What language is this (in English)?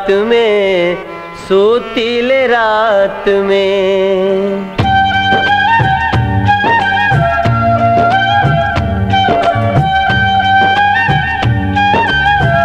Bhojpuri